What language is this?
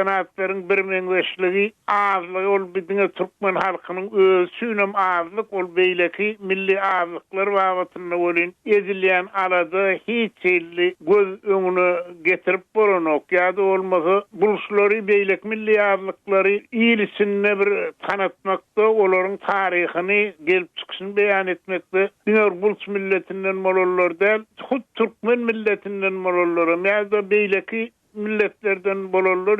Turkmen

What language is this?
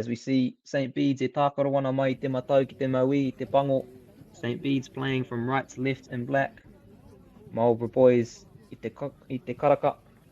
Māori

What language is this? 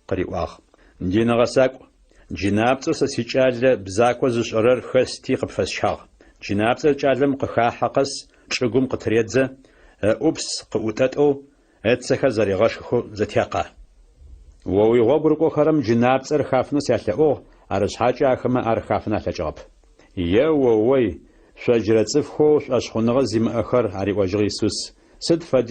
Adyghe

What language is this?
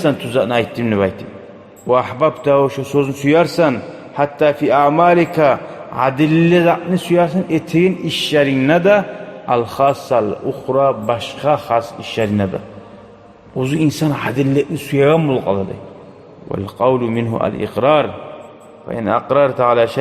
Kumyk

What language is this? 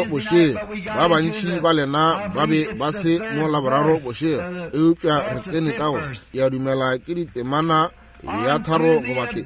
Northern Sotho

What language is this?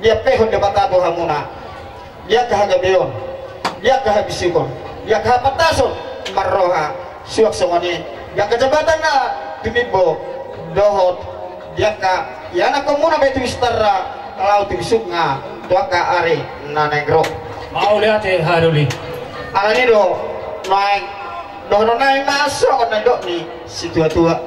Batak Toba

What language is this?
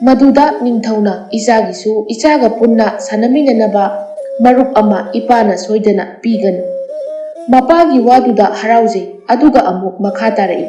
Manipuri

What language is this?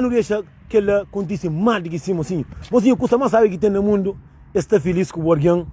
Kabuverdianu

